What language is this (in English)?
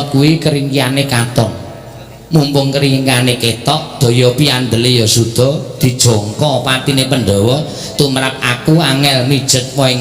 Javanese